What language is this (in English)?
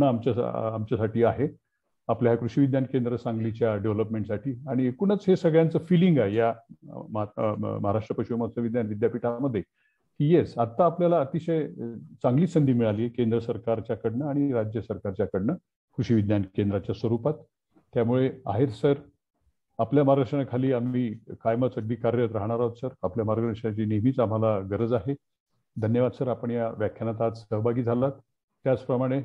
Marathi